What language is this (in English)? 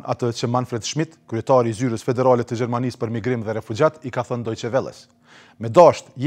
Albanian